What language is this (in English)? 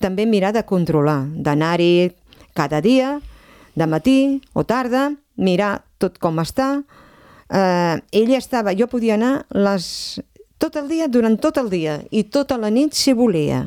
Catalan